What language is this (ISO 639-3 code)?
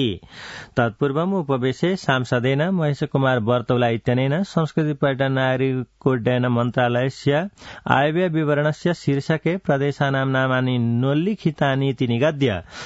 san